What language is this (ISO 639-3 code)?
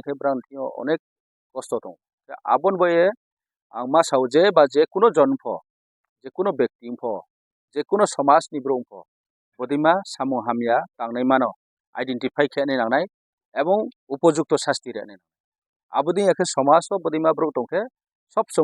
ria